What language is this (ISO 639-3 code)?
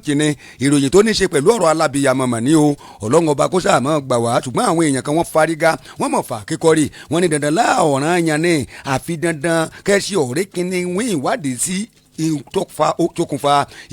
yor